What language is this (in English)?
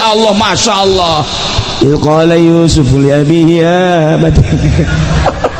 Sundanese